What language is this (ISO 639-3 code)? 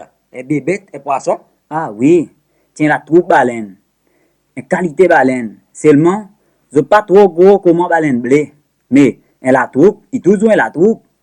crs